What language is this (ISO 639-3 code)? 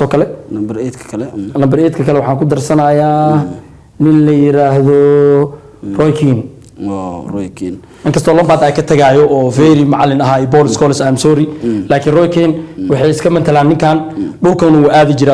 som